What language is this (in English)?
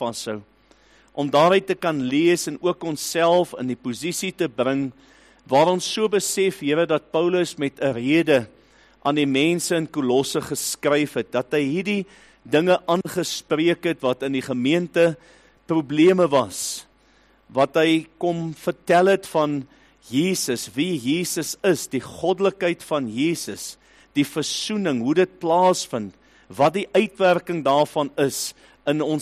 Afrikaans